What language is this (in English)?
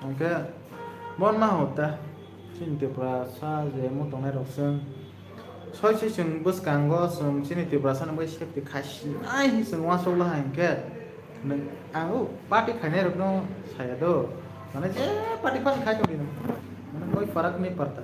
Kok Borok